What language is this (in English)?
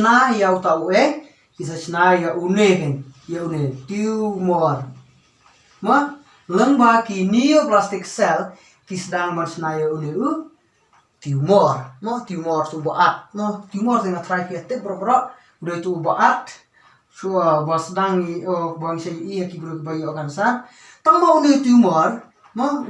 Khasi